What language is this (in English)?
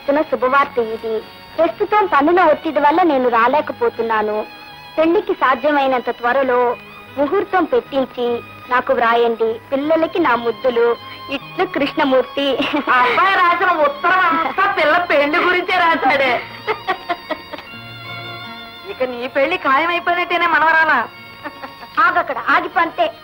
Telugu